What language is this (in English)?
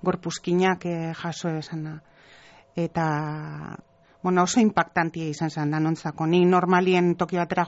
Basque